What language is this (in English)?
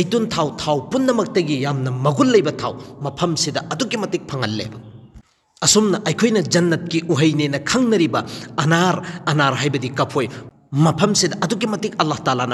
Manipuri